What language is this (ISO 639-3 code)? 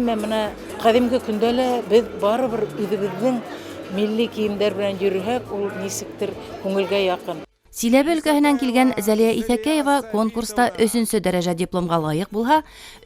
bak